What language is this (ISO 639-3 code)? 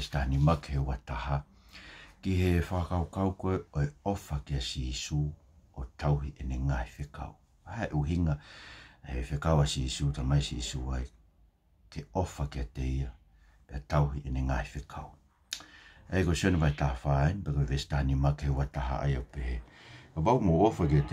ton